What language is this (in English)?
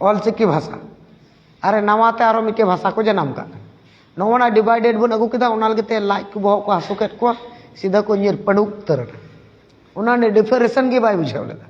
Santali